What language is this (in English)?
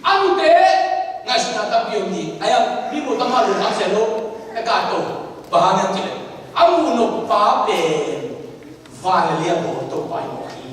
Tedim Chin